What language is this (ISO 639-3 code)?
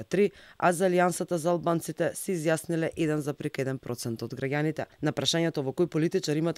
mkd